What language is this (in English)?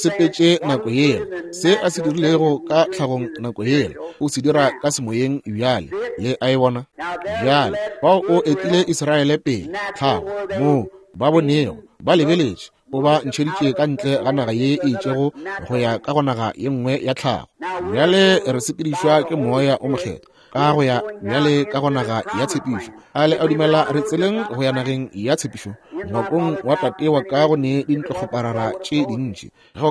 Northern Sotho